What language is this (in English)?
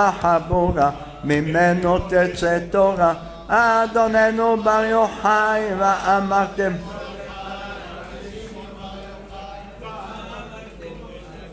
Hebrew